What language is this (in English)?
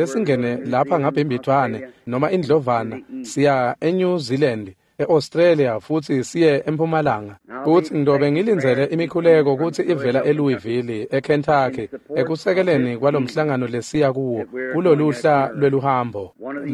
Swati